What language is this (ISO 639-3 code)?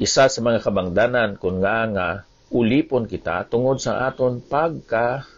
hil